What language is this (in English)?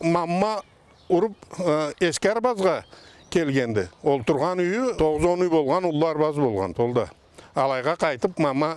Karachay-Balkar